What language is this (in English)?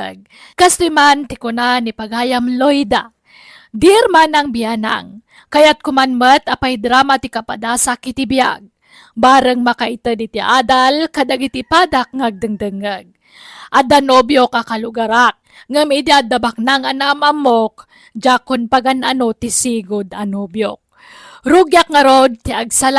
Iloko